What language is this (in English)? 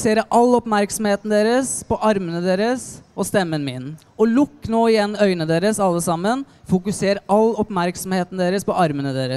Norwegian